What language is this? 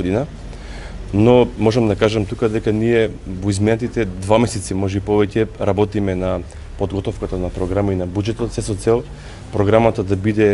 Macedonian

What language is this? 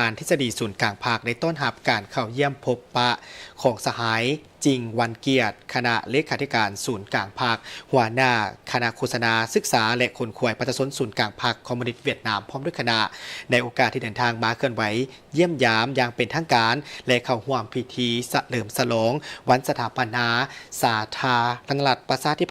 Lao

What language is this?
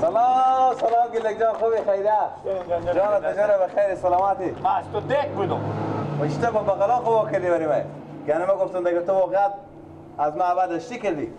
Persian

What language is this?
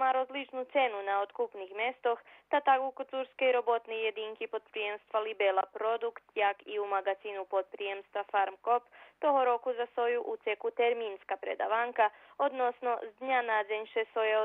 Rusyn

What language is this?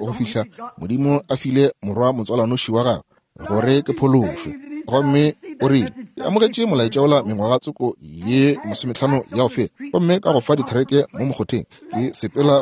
Northern Sotho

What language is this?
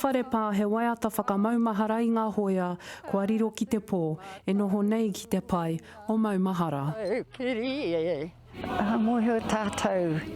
Māori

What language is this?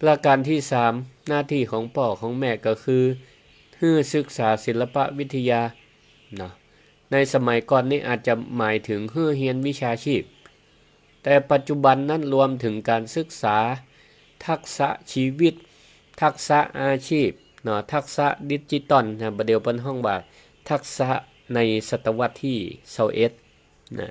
Northern Thai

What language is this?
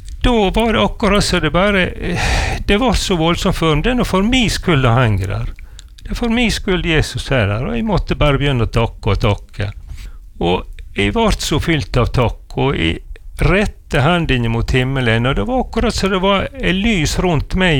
Norwegian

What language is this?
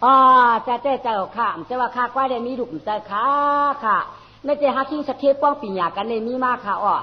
Shan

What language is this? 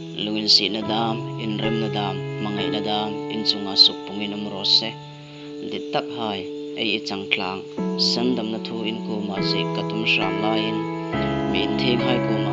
Hmar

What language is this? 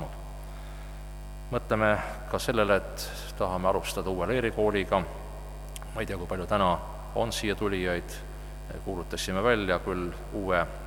Estonian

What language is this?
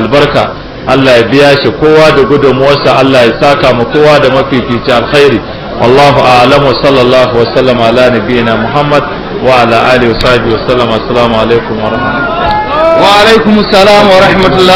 Hausa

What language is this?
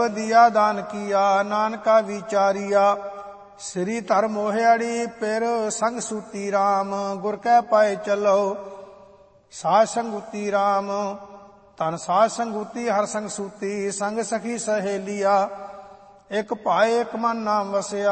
Punjabi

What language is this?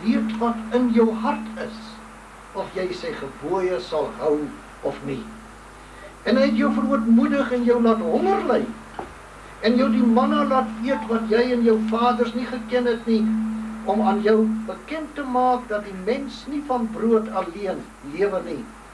Afrikaans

